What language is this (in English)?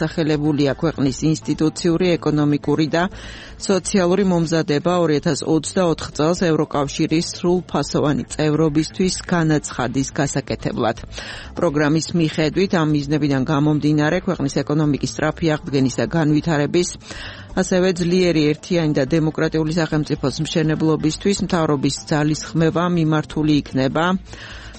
Georgian